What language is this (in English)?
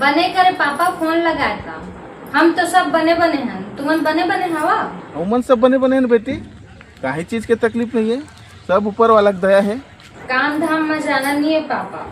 Chhattisgarhi